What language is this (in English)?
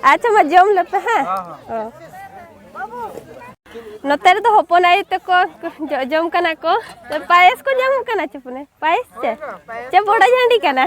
Santali